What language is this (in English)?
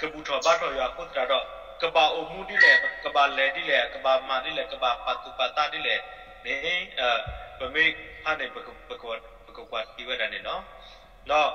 S'gaw Karen